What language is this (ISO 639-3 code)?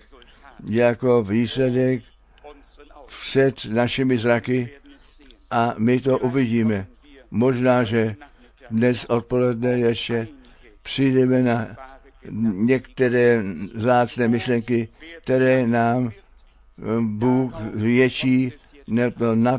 ces